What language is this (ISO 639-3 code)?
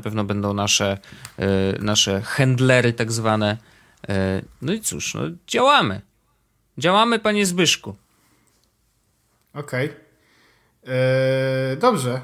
pol